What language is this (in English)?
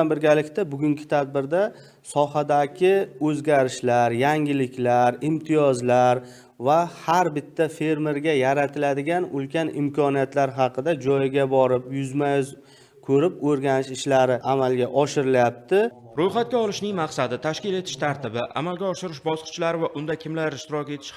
Uzbek